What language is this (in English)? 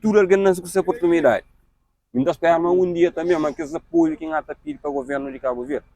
Kabuverdianu